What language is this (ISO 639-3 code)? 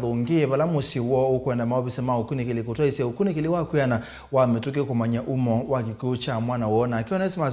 kam